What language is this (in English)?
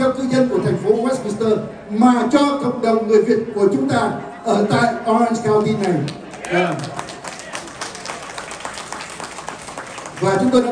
Vietnamese